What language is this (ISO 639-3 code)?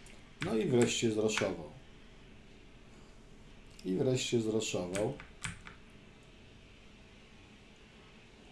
pol